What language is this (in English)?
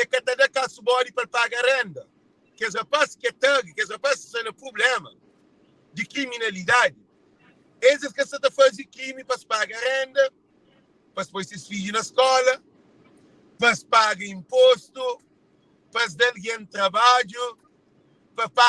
Kabuverdianu